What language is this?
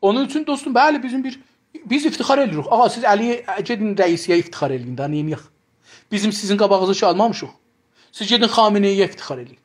South Azerbaijani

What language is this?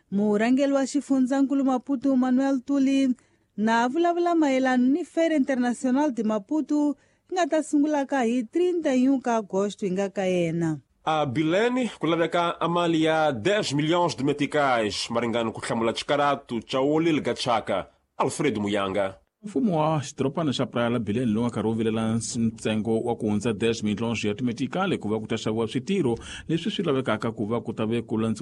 Tsonga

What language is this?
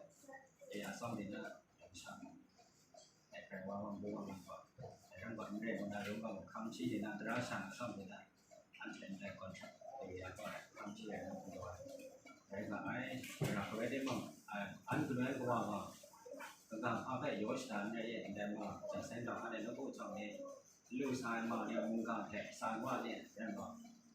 Kachin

